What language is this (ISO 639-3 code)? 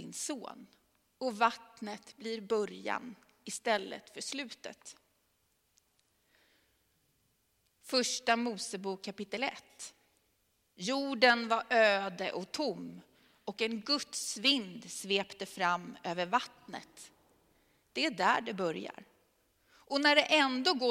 swe